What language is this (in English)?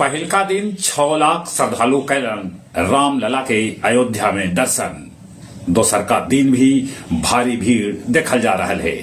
Magahi